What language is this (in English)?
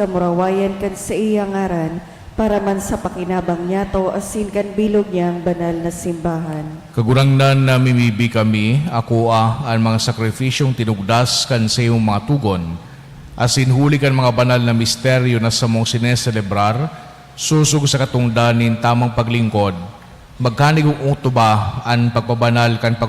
Bikol